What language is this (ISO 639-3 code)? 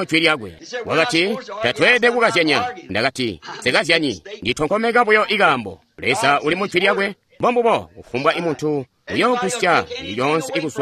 toi